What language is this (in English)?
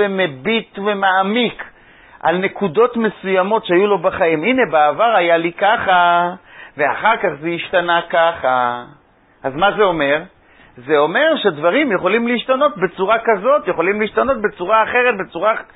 Hebrew